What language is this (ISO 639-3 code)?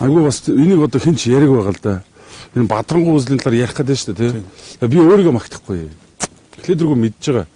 mon